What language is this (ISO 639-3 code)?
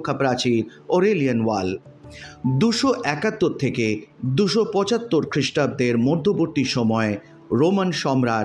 ben